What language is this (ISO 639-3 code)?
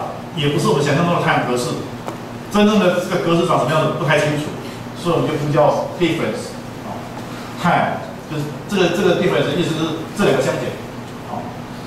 zho